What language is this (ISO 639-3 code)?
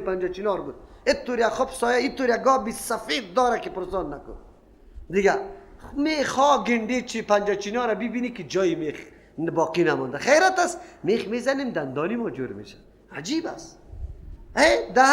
fas